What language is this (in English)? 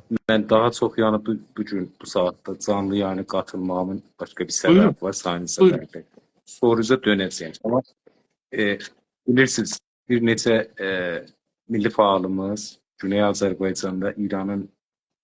South Azerbaijani